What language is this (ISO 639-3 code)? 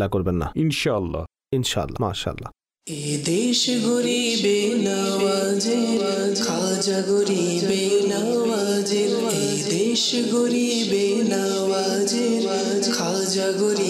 ben